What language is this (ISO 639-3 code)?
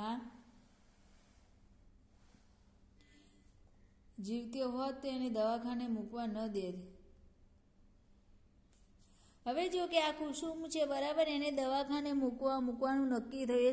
guj